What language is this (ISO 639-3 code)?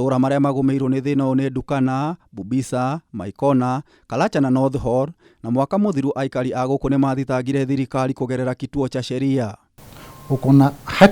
kik